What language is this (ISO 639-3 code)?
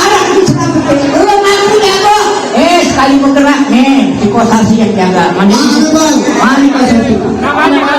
bew